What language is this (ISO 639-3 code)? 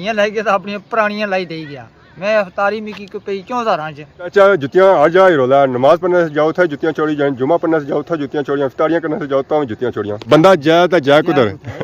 phr